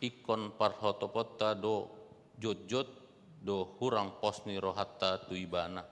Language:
Batak Toba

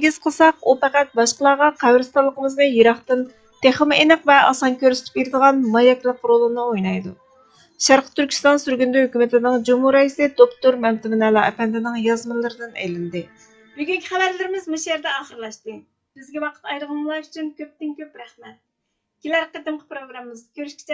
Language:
Uyghur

